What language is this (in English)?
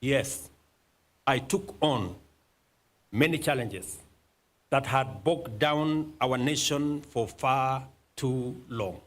Meru